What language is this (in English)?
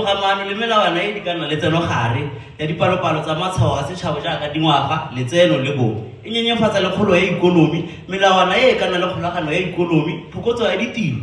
Tswana